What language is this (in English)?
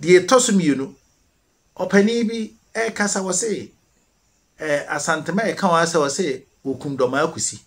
Akan